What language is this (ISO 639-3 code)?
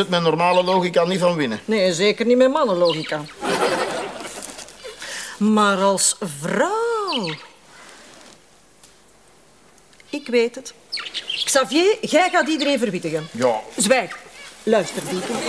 nld